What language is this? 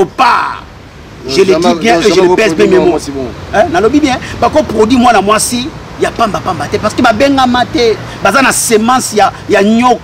Lingala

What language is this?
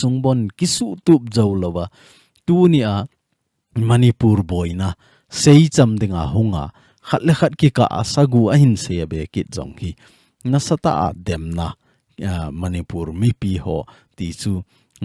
Thado Chin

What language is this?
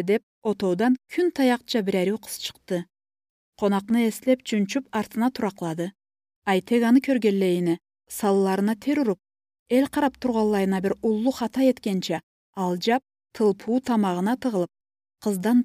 Karachay-Balkar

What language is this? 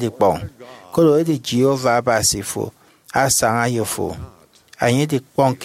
Efik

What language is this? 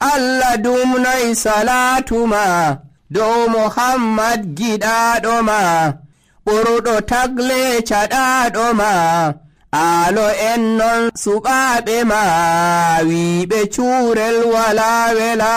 Nigerian Fulfulde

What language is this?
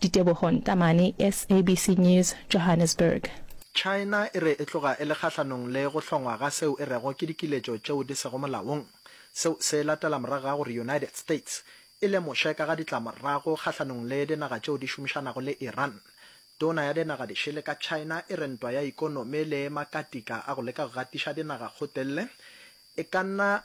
Northern Sotho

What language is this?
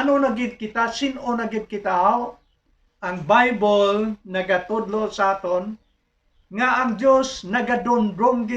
Hiligaynon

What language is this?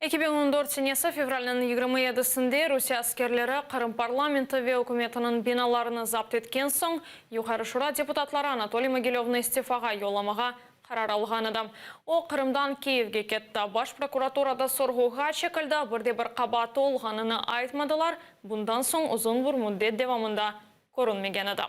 Crimean Tatar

